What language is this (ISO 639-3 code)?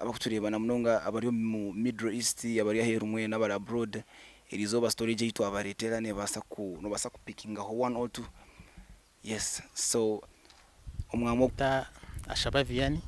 nyn